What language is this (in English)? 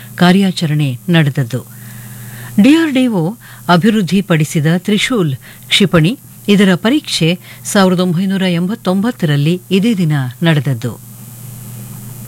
Kannada